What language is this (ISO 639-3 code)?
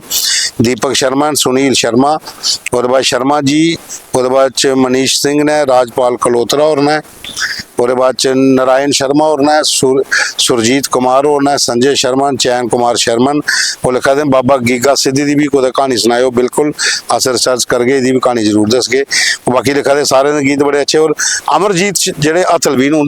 doi